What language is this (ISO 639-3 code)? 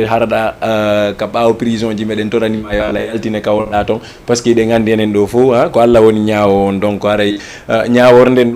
ful